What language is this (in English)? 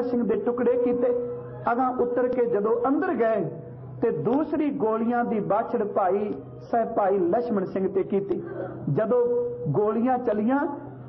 Punjabi